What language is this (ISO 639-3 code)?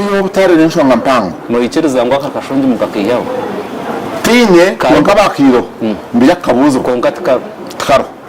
nyn